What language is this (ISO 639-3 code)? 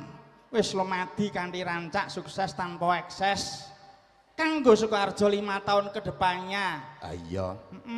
jav